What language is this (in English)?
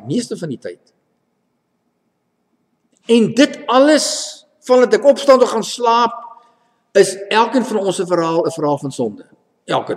Afrikaans